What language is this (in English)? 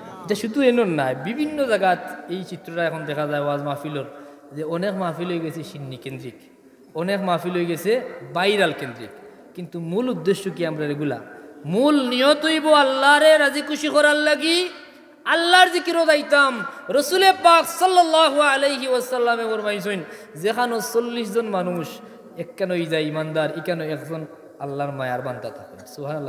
Sylheti